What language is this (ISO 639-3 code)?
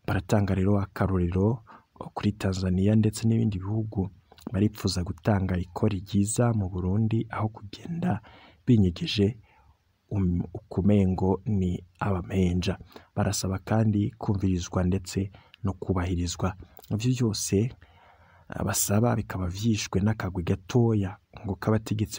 run